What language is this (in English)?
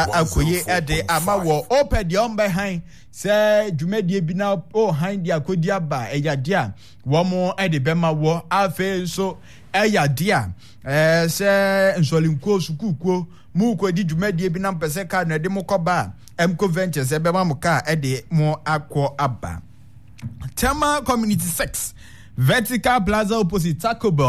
Akan